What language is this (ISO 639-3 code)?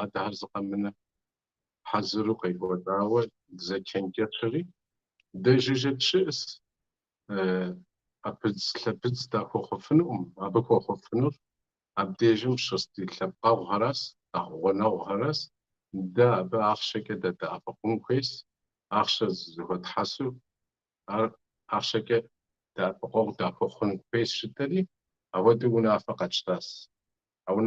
kbd